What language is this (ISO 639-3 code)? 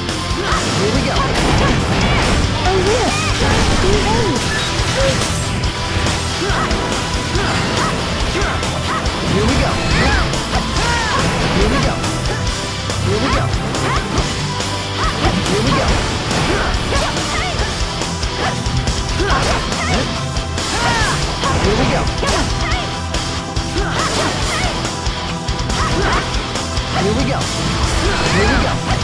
eng